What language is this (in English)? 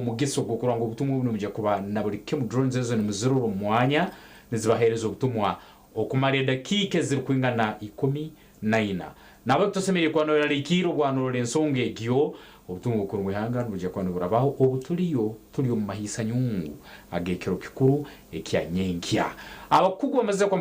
Nyankole